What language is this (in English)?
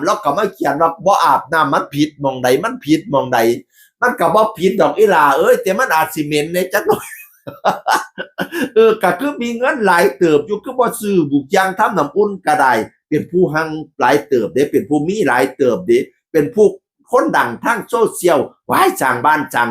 Northeastern Thai